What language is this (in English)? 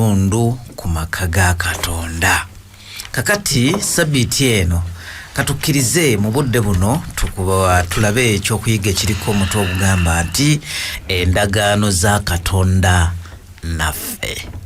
Ganda